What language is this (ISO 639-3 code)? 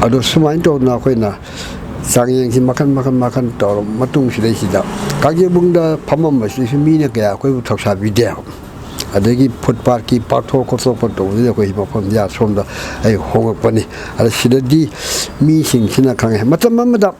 mni